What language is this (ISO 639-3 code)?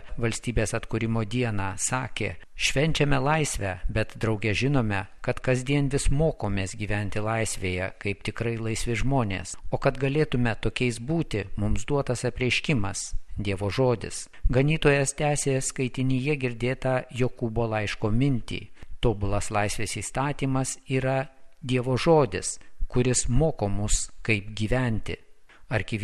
lit